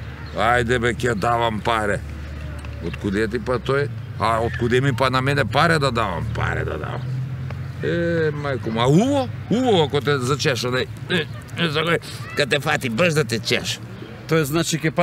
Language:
Macedonian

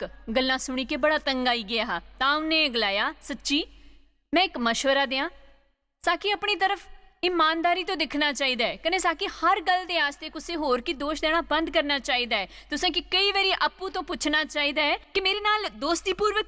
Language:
Dogri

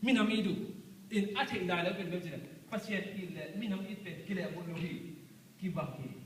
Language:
Tedim Chin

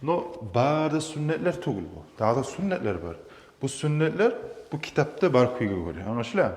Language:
Kumyk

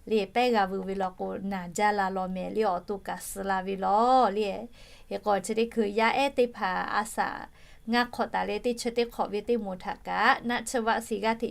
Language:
Lahu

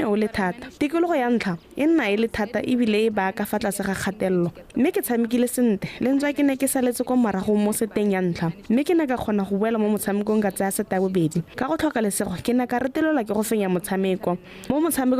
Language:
Tswana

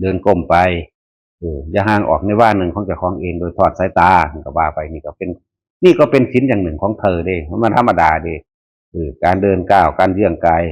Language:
Northeastern Thai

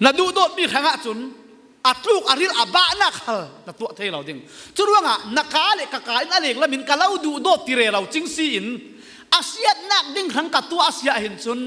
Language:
Falam Chin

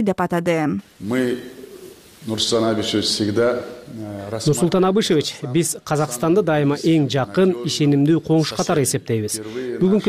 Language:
Kyrgyz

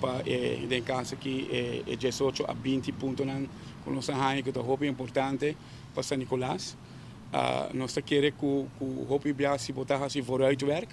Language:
Papiamento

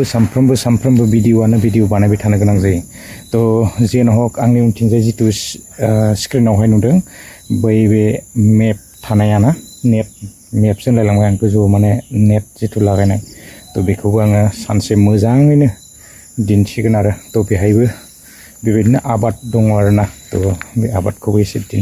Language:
Bodo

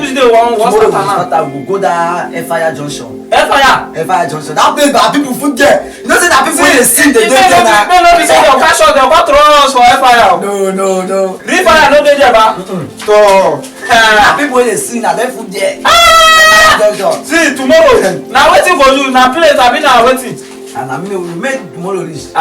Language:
Nigerian Pidgin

